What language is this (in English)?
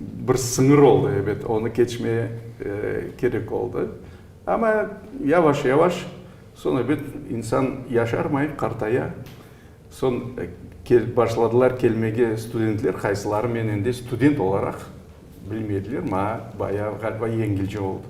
Crimean Tatar